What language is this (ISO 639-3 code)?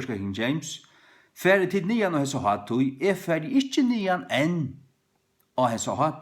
fao